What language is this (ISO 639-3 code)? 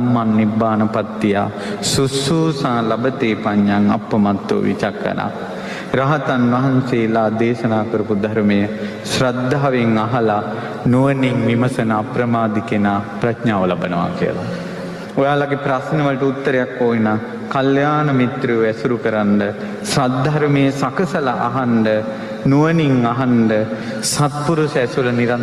sin